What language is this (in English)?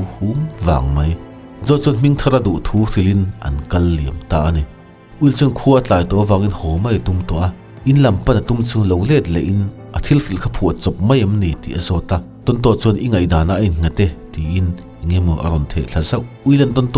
Mizo